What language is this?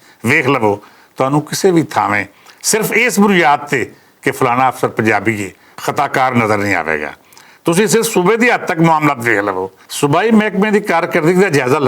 Western Panjabi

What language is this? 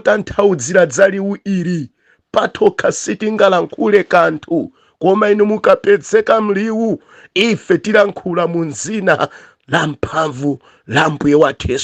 Nyanja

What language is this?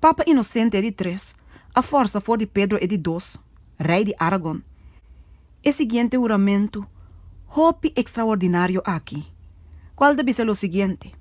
Papiamento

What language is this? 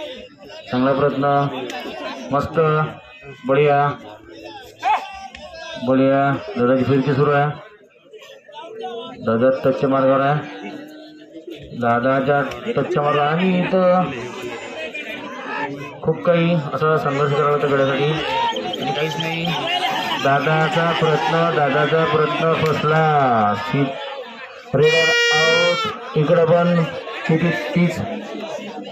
Marathi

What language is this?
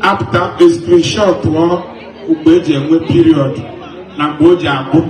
Igbo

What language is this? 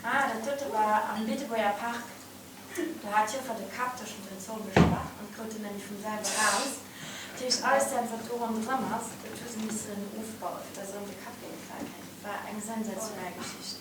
Luxembourgish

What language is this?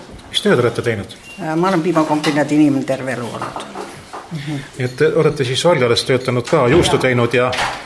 Estonian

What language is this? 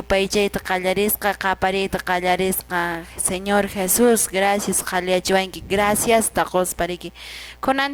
Quechua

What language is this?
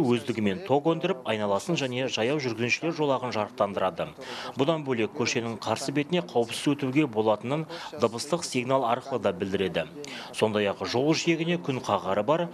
Kazakh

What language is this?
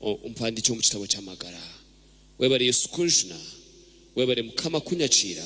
Nyankole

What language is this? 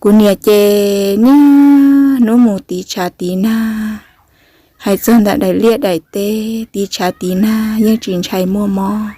Hmong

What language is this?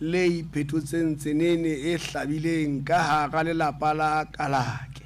Southern Sotho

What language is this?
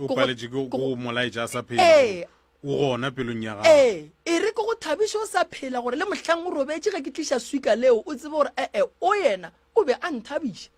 Northern Sotho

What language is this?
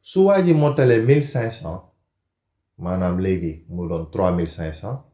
Wolof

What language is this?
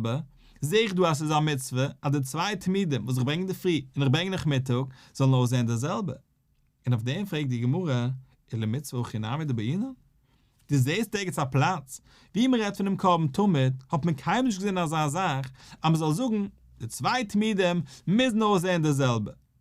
Yiddish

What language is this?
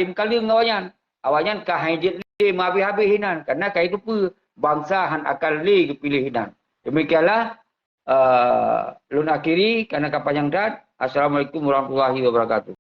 Achinese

